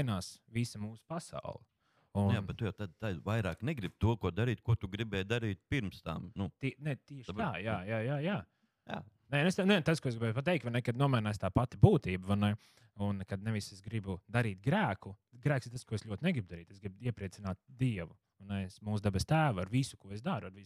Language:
Latvian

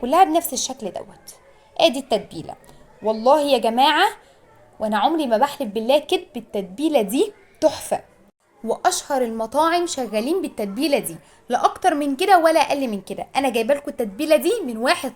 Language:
Egyptian Arabic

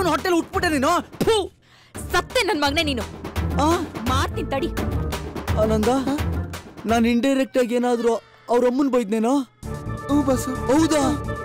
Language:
Kannada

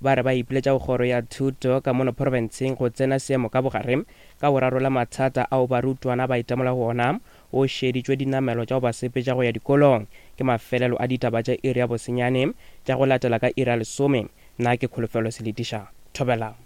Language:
Northern Sotho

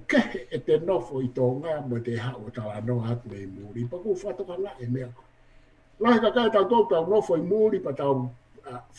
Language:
Tongan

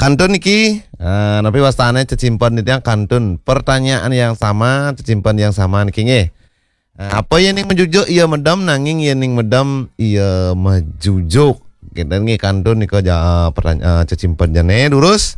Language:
Balinese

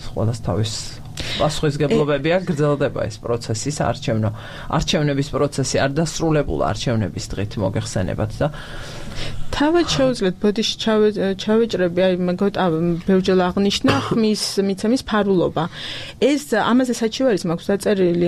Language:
Georgian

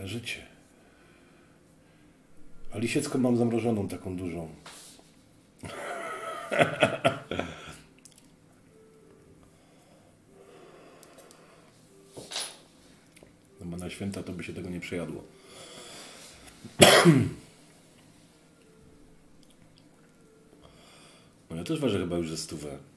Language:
Polish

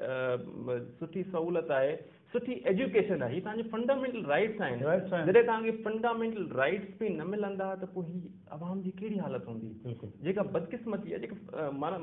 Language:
Sindhi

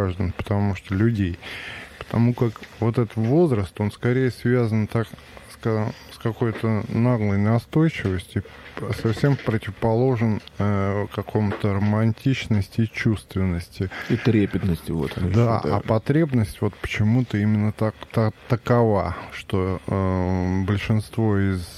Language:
Russian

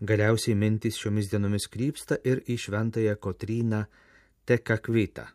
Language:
Lithuanian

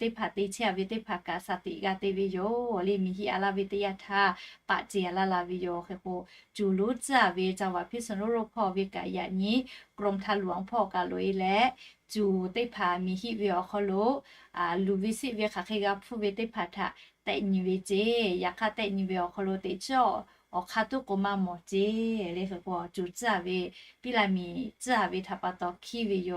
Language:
Lahu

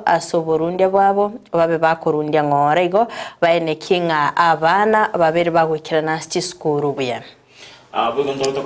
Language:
Gusii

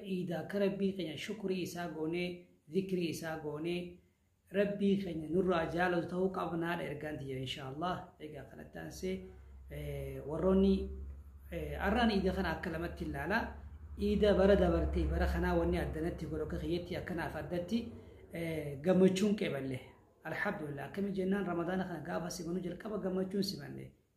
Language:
Oromo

